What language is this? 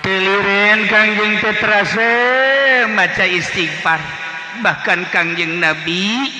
Sundanese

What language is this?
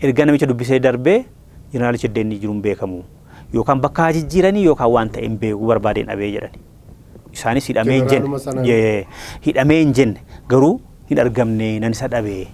Oromo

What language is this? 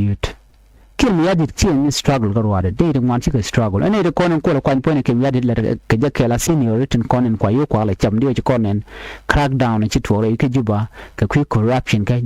Nuer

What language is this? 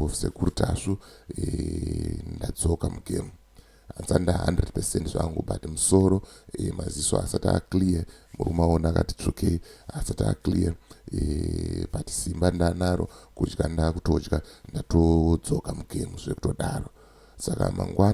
Shona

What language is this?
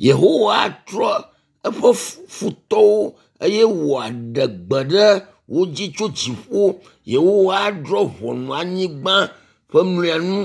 Ewe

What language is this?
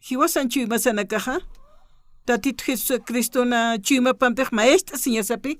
Aymara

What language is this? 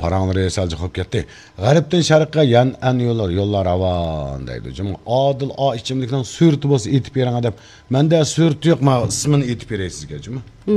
Uyghur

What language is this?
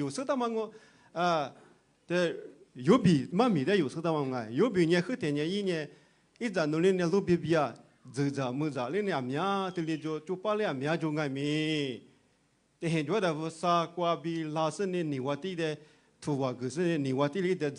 Lisu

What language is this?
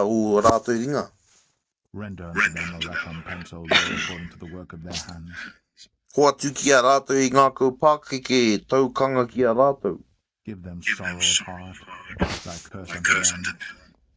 Māori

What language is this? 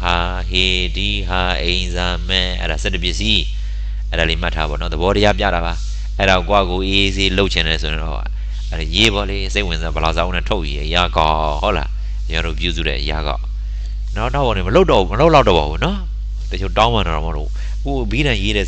Burmese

